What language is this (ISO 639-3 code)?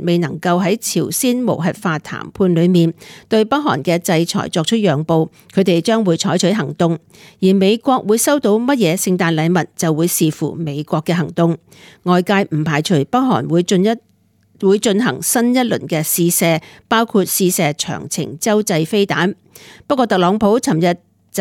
yue